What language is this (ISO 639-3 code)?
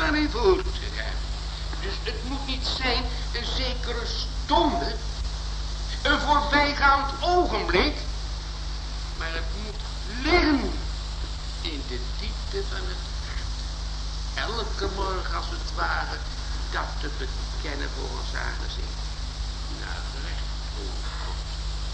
nld